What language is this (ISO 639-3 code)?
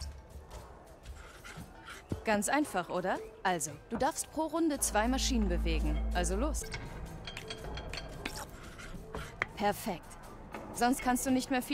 deu